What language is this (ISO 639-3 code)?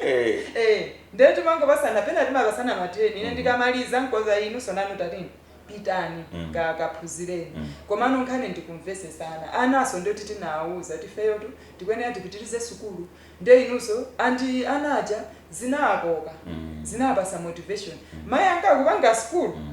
nya